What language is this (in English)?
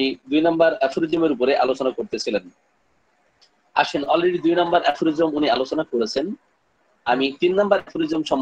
Bangla